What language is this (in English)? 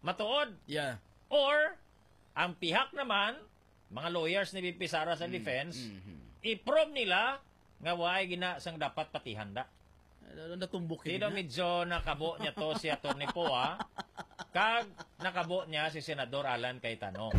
Hiligaynon